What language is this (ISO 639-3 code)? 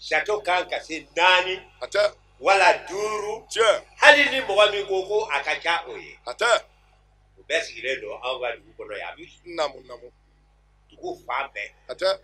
bam